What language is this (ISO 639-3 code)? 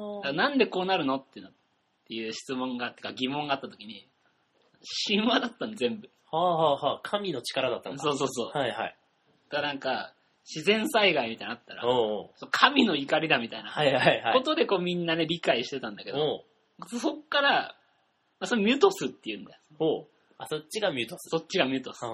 jpn